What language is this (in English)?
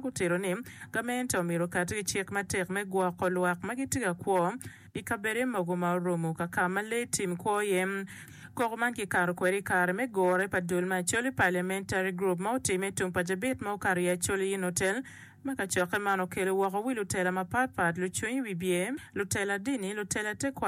Acoli